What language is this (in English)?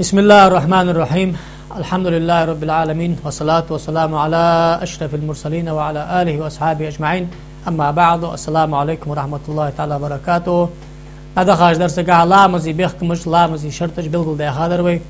Ingush